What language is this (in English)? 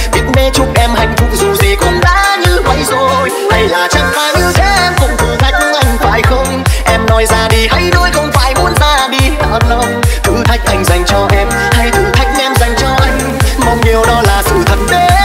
Vietnamese